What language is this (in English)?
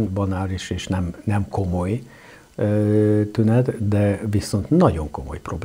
Hungarian